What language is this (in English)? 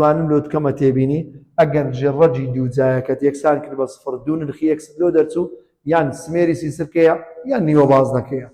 Central Kurdish